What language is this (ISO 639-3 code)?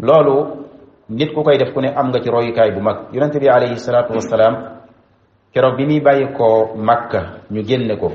wol